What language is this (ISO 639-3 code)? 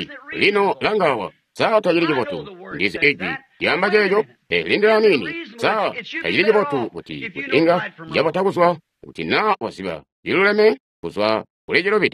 toi